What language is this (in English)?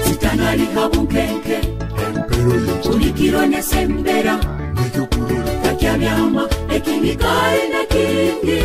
Nyoro